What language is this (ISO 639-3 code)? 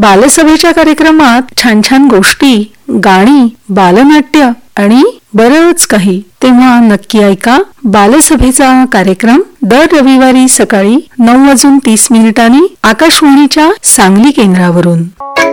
mar